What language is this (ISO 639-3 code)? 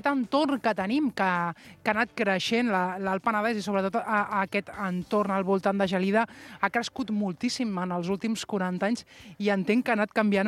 cat